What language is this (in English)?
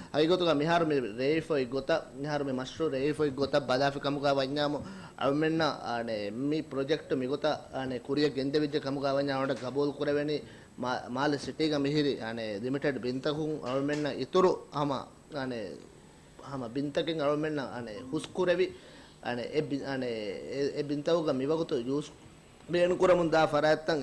Divehi